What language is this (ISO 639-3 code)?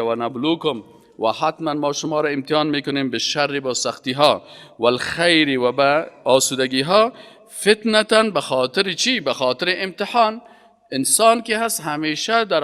fas